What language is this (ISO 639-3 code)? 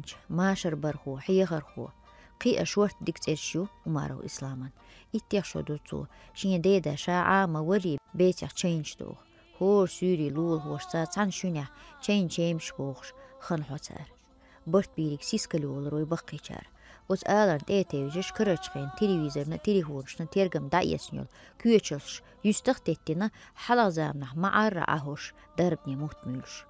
che